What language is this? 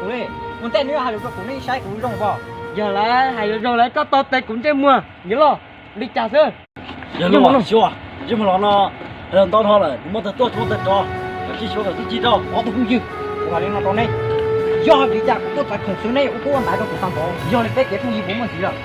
Hmong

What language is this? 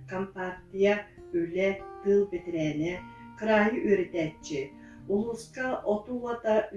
Yakut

